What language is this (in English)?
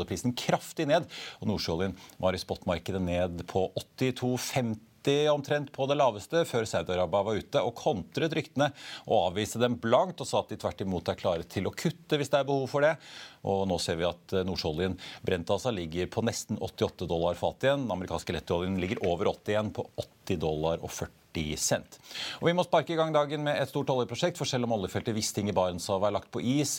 Norwegian